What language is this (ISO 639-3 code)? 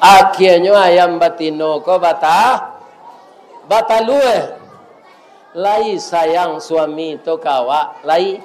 min